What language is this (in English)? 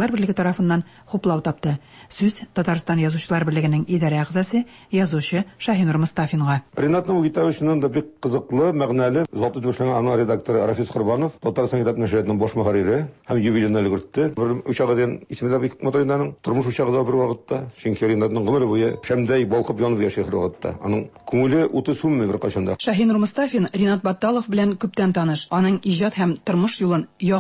Tatar